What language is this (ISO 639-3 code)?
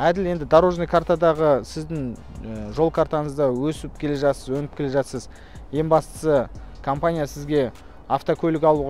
kaz